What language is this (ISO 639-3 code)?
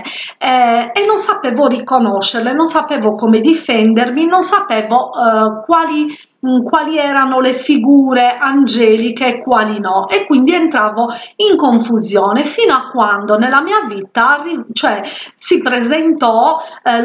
ita